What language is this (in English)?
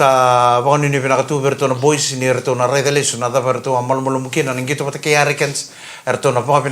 Fijian